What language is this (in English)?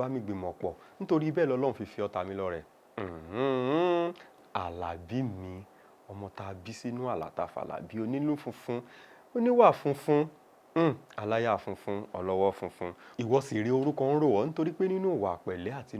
Yoruba